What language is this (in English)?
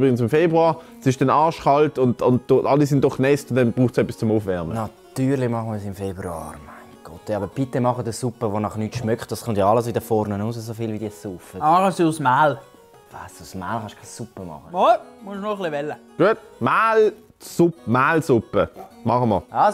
Swiss German